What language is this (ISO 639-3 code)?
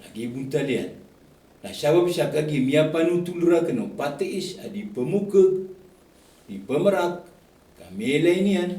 mrw